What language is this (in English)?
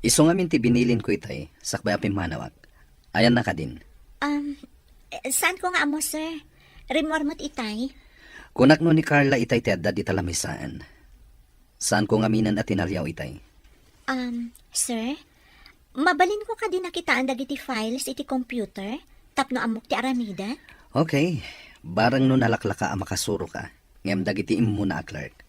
Iloko